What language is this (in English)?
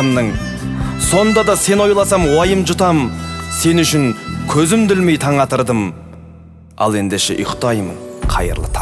Kazakh